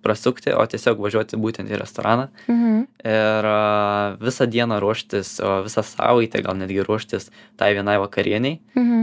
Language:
Lithuanian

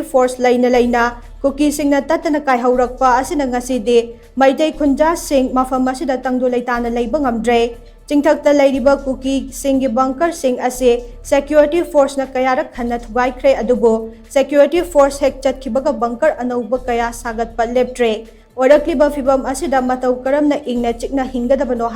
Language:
Manipuri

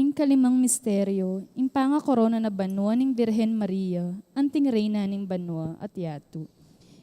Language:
Pampanga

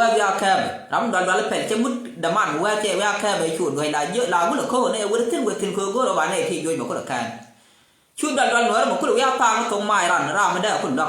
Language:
Nuer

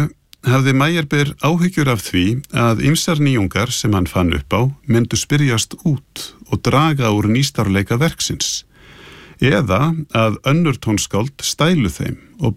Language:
Icelandic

